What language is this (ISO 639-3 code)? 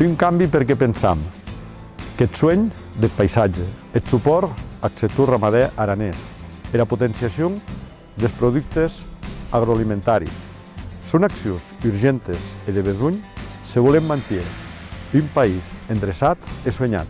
oci